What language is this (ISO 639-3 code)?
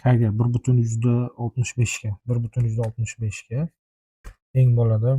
uzb